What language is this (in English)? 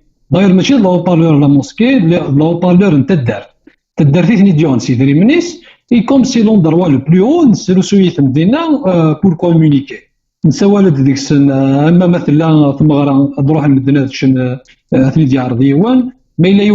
Kabyle